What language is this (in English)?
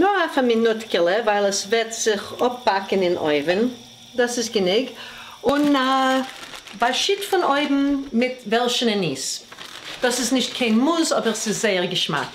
Yiddish